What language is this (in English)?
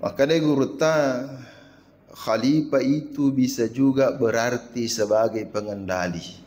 Buginese